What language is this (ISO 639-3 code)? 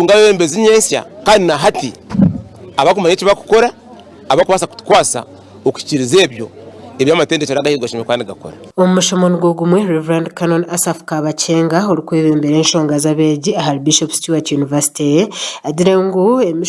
nyn